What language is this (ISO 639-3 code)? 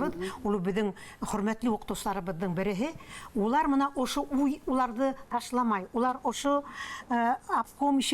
bak